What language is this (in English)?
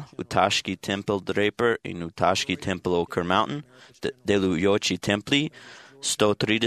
Slovenian